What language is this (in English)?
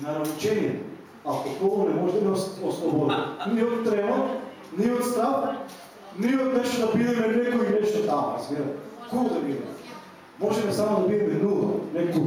Macedonian